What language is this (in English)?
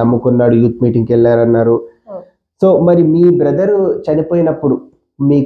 Telugu